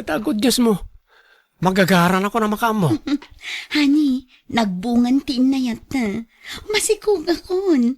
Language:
Iloko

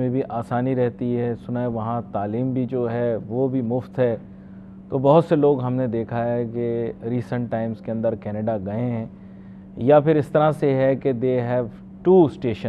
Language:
Urdu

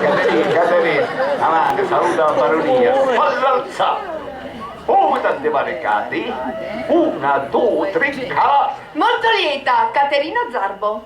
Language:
Sicilian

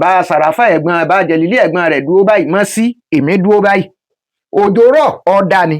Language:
Yoruba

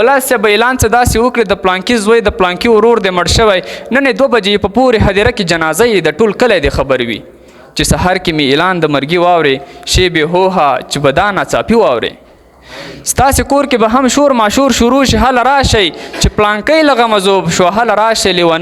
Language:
Pashto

